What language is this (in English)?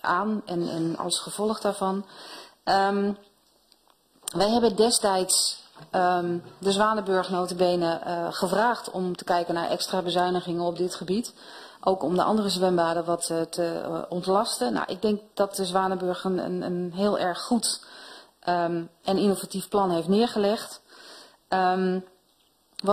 Dutch